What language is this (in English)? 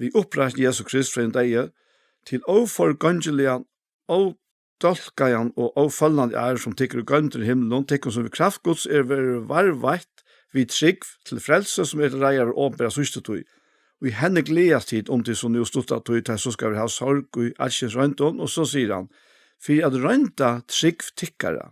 Faroese